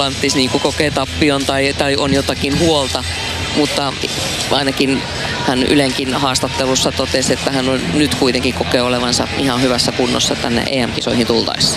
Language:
Finnish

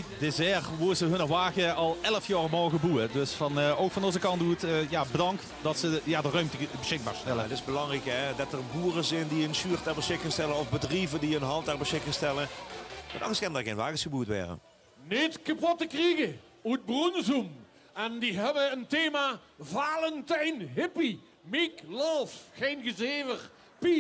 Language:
Limburgish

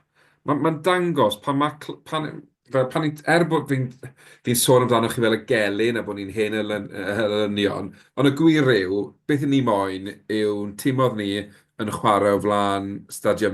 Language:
Welsh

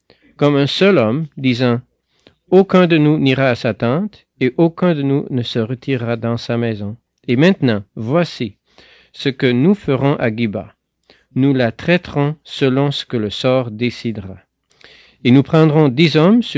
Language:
French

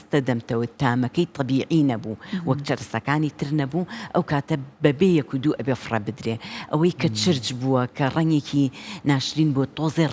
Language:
Central Kurdish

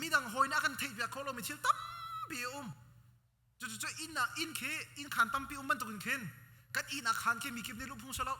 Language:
Hakha Chin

